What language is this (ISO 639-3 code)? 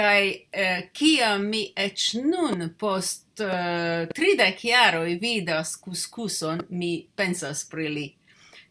epo